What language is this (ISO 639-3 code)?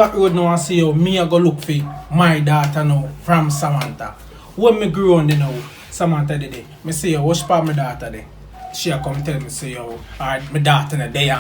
jam